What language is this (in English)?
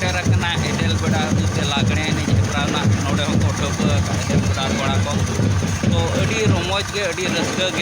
Santali